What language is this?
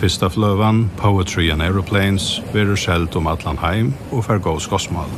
Faroese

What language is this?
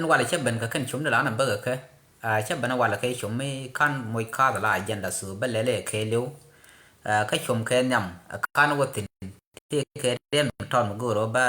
Nuer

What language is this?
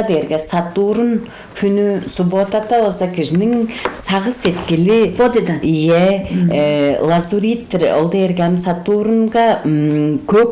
Tuvinian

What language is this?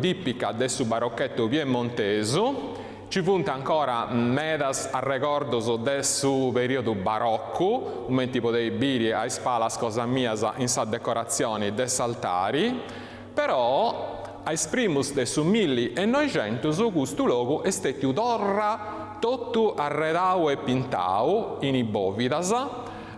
Sardinian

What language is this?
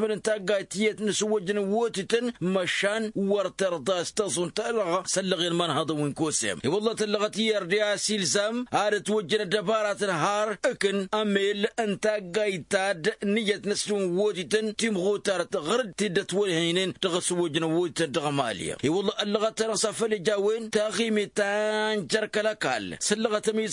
Tamasheq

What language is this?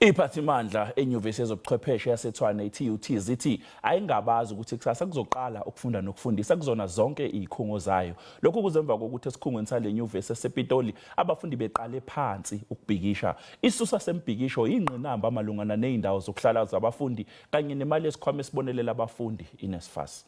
Zulu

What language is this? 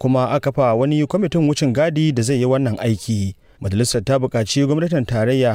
Hausa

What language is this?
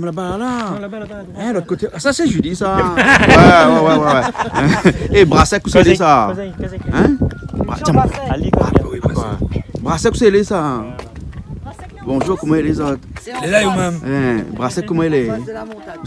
Réunion Creole French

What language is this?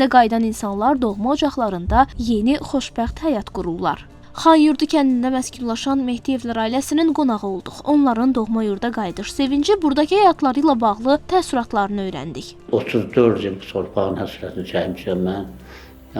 Azerbaijani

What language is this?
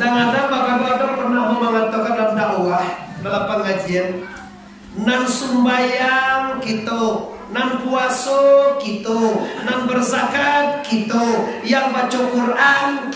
Minangkabau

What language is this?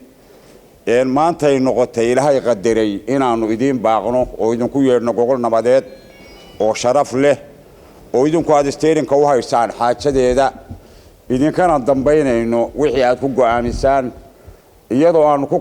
Somali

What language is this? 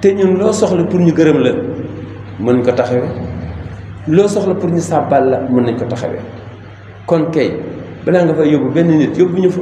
Wolof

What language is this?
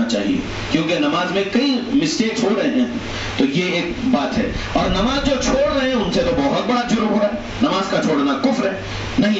Urdu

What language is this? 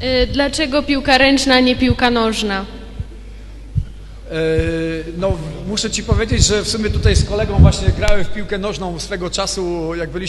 Polish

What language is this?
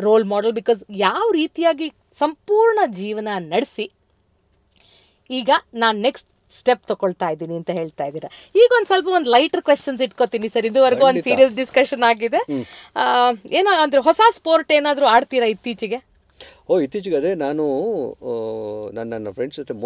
Kannada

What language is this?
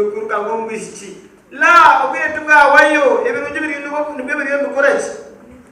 Nyankole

